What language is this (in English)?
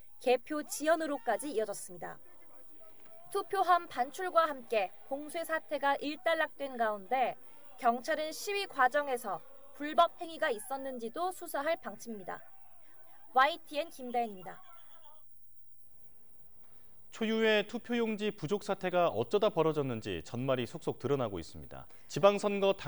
Korean